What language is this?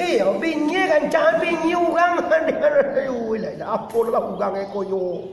Minangkabau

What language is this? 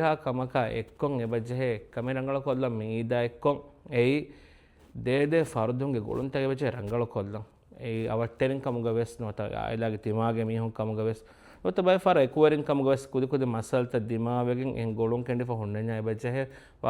Divehi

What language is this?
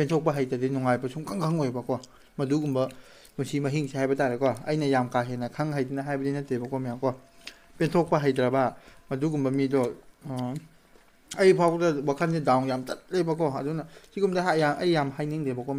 Manipuri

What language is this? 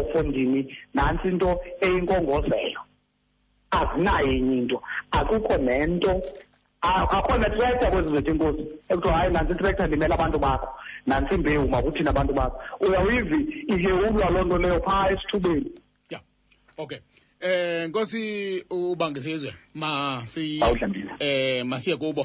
Xhosa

